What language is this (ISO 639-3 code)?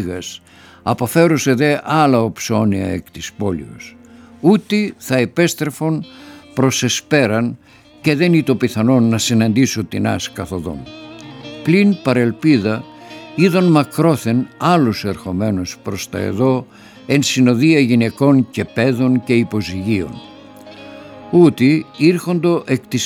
ell